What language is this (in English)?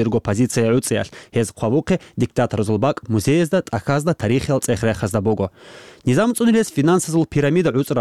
Avaric